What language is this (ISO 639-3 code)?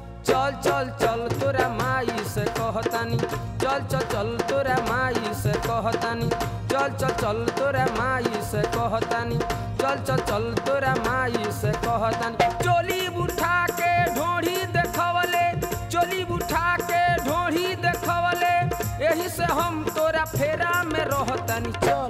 bho